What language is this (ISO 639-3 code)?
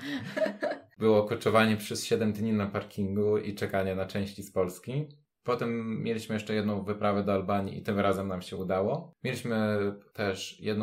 pol